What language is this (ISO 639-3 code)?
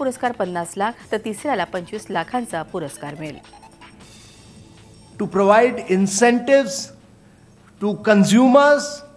mar